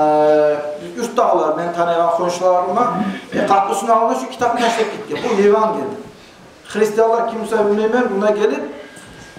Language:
Kumyk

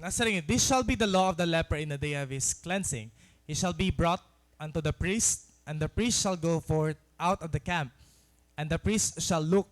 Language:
Waray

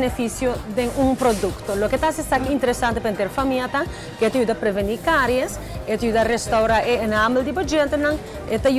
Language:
Papiamento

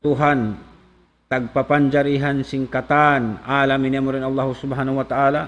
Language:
Tausug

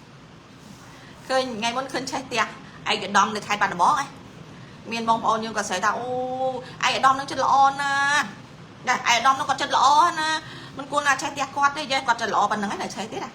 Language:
Khmer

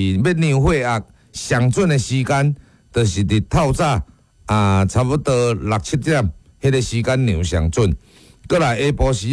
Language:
Min Nan Chinese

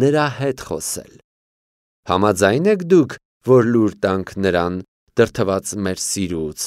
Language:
Armenian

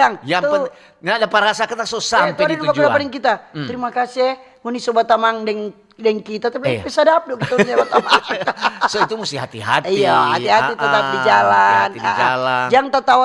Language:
Manado Malay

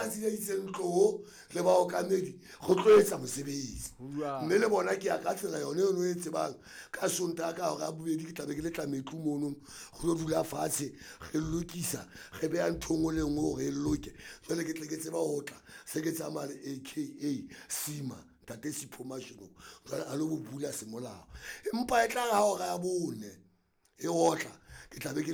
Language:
Southern Sotho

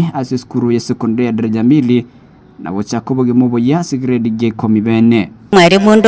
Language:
Gusii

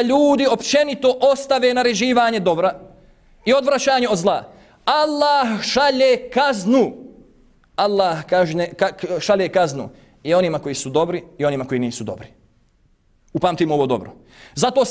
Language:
Bosnian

